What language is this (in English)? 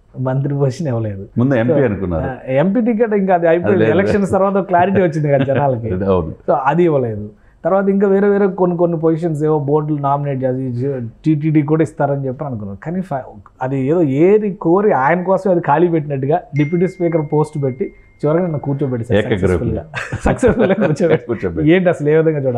Telugu